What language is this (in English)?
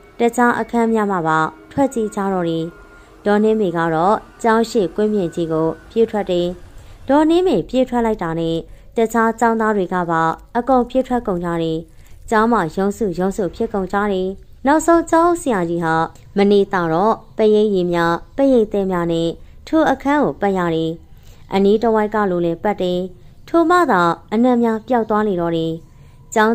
Burmese